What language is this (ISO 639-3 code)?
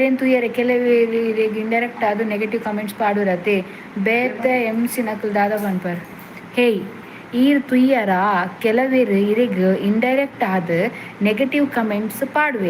tcy